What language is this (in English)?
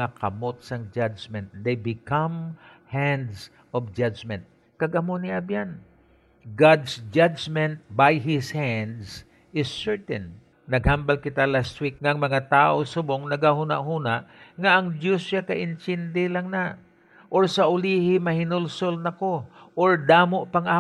Hiligaynon